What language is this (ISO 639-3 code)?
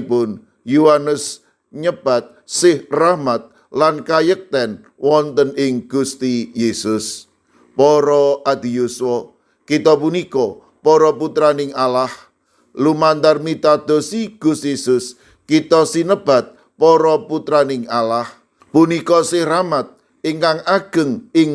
jav